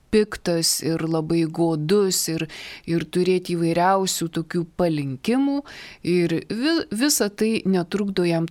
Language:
Lithuanian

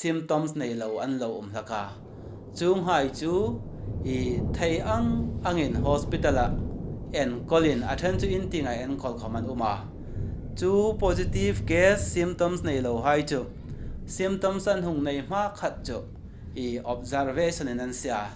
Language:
Hmar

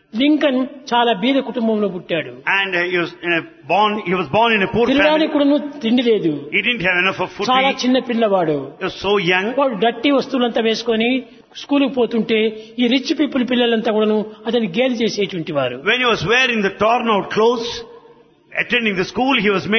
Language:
Telugu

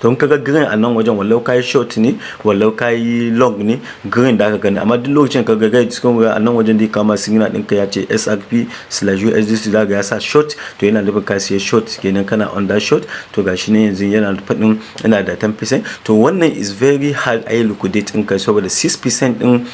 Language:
Hausa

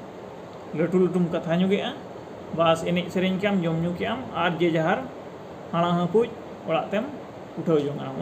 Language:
Santali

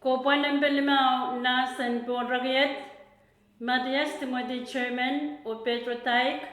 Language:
Pohnpeian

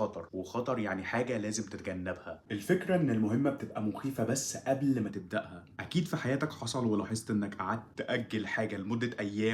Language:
Egyptian Arabic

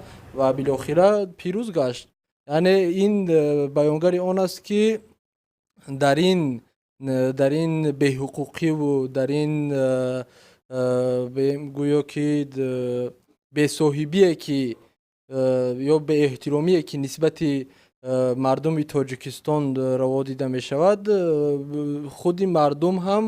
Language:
Tajik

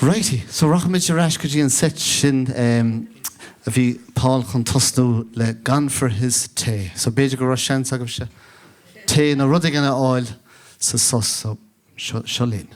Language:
Irish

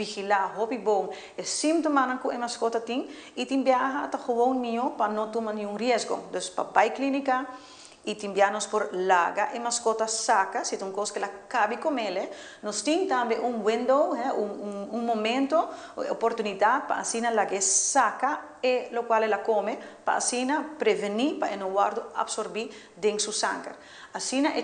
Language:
Papiamento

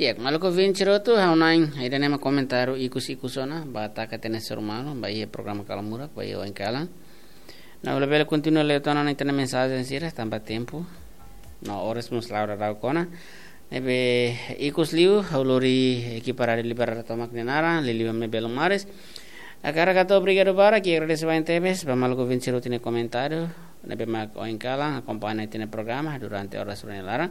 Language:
Tetum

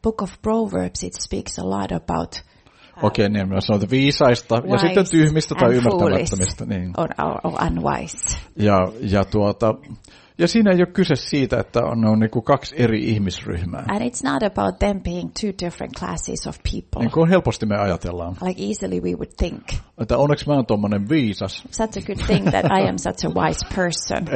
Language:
Finnish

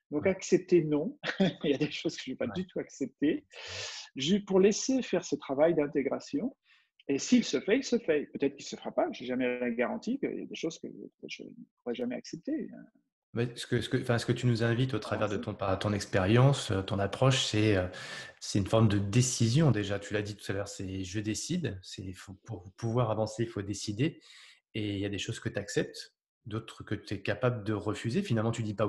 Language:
French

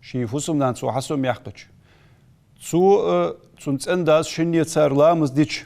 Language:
Ingush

